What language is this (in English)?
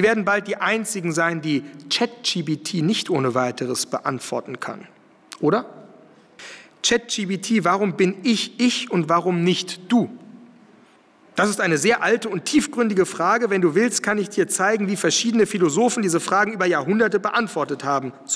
German